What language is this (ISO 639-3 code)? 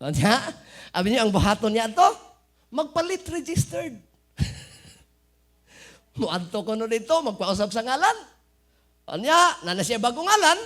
ceb